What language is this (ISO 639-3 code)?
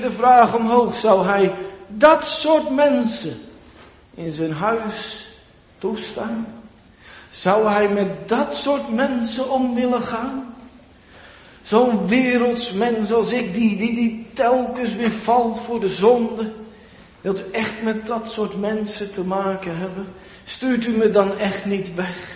nld